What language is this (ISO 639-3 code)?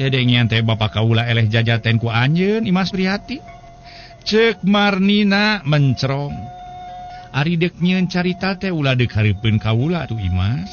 sun